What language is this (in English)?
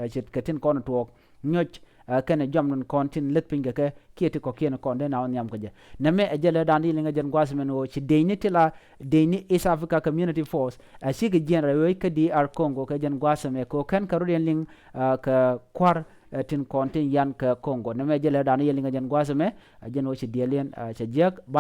Nuer